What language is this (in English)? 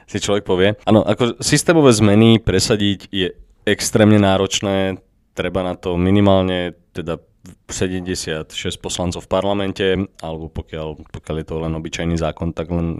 Slovak